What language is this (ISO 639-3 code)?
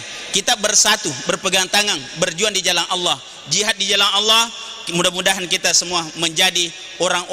bug